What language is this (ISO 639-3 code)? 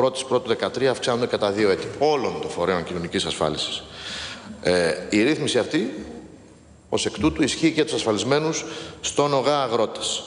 ell